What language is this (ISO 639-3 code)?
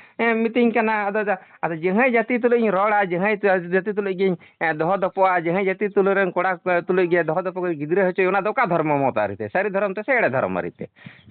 sat